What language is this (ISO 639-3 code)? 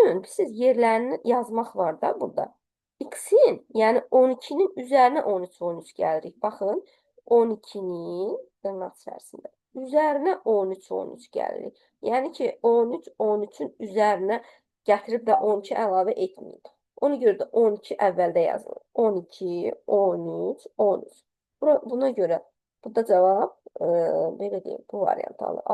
aze